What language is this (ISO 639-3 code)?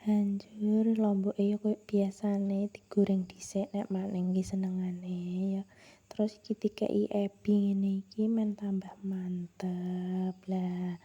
jav